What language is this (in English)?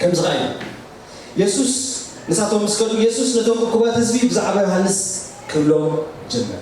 Tigrinya